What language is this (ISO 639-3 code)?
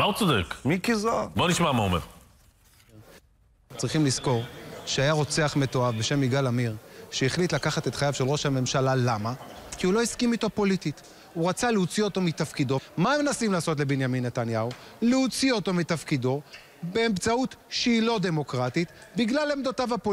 heb